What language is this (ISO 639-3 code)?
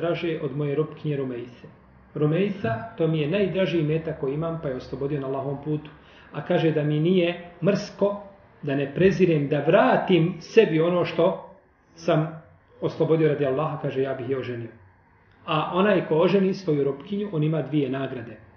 bos